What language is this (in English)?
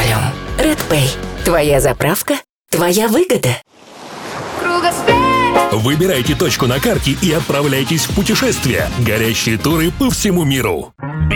Russian